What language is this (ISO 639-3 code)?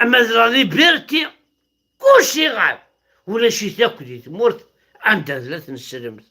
kab